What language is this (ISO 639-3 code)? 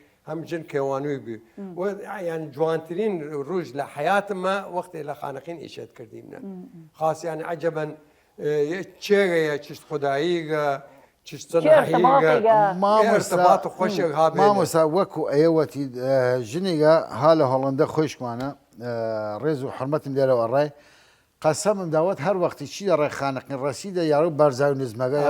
sdh